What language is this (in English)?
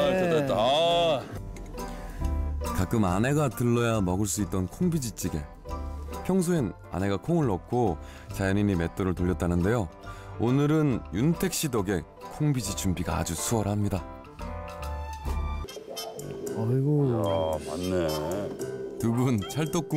Korean